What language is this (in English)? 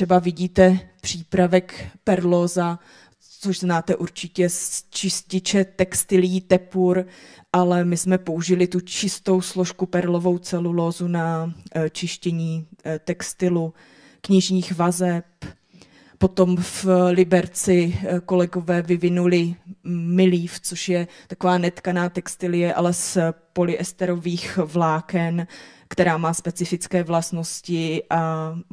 Czech